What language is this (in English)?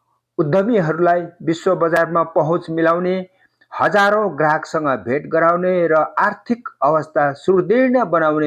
Nepali